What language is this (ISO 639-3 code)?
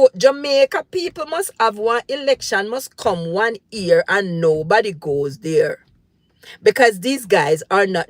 jam